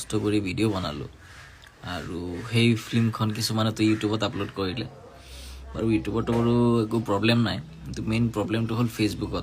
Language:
Assamese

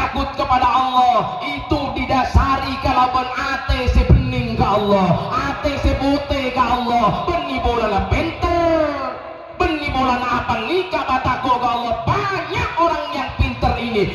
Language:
Madurese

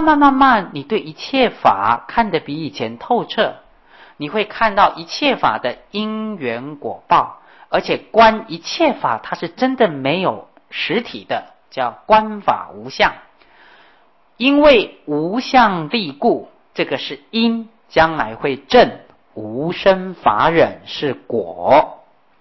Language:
Chinese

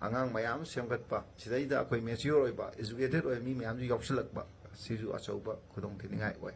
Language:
Manipuri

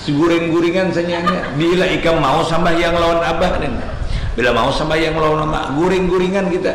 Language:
Banjar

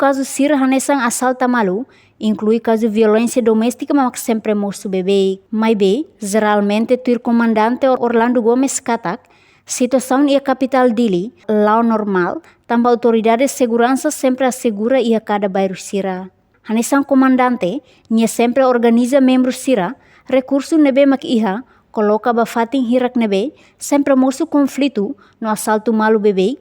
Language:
Tetum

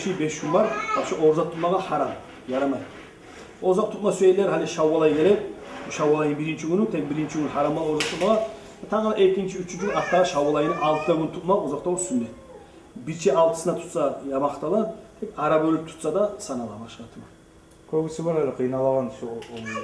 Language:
Kumyk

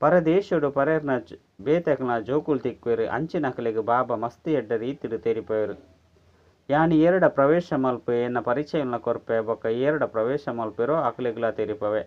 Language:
Tulu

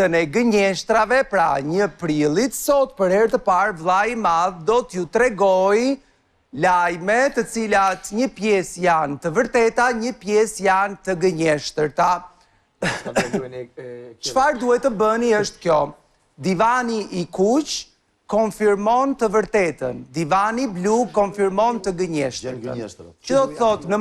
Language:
Albanian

